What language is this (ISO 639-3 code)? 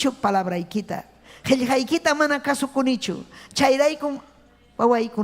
quy